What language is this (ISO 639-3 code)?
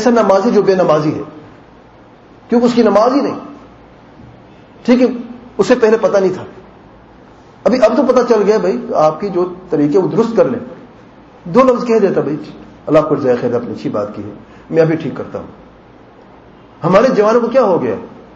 urd